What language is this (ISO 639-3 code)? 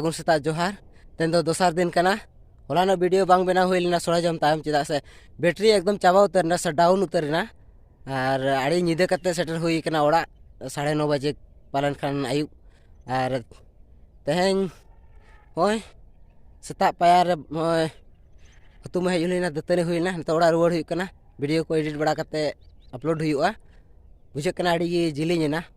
sat